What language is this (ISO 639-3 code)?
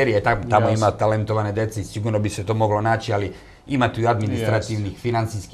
srp